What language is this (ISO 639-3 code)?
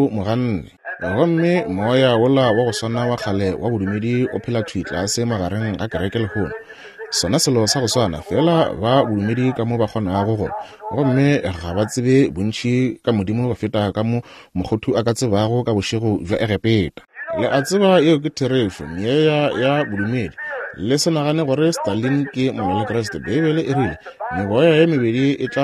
nso